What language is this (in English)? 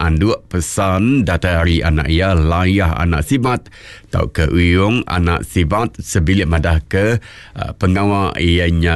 Iban